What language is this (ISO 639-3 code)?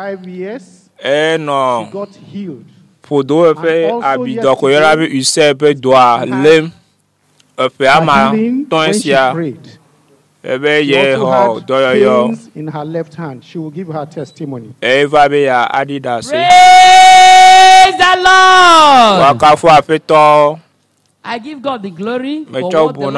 ewe